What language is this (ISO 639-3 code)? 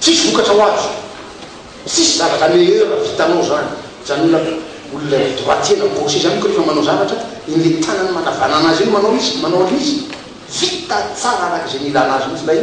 mlg